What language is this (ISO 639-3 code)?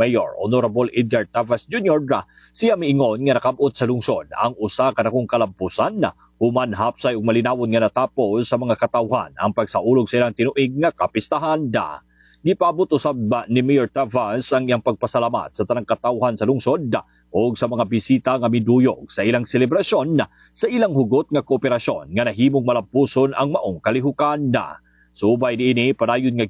ceb